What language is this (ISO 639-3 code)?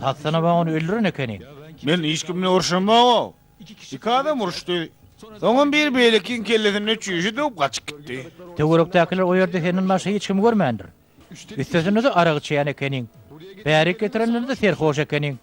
tuk